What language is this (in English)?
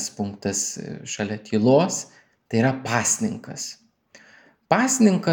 Lithuanian